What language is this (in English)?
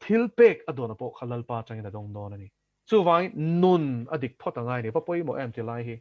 Mizo